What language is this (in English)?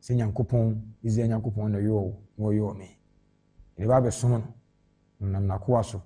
Akan